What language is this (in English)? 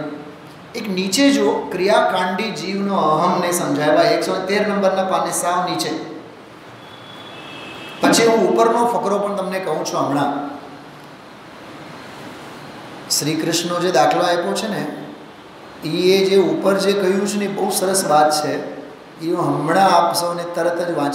Gujarati